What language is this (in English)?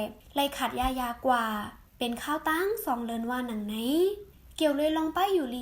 Shan